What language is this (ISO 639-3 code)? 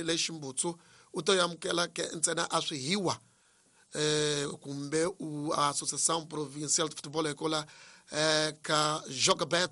tso